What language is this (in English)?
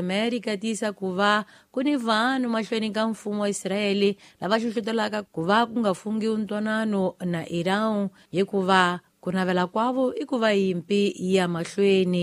Tsonga